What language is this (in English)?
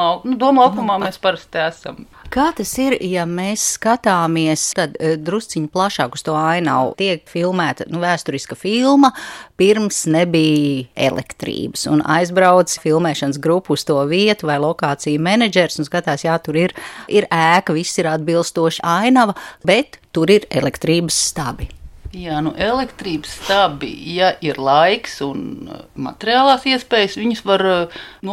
Latvian